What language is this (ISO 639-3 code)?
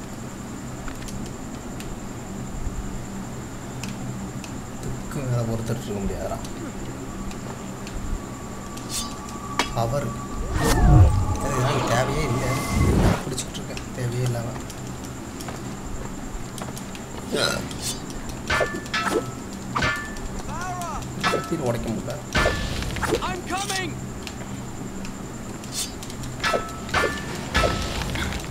tam